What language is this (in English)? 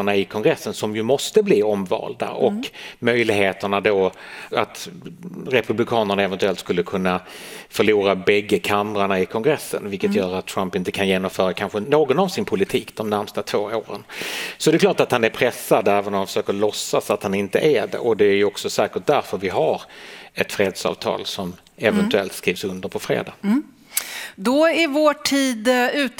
Swedish